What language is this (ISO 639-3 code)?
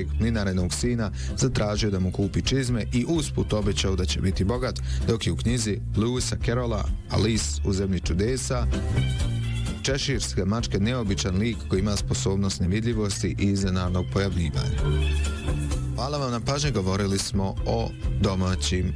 bos